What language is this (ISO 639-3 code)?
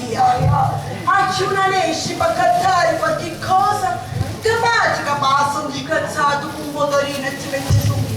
scn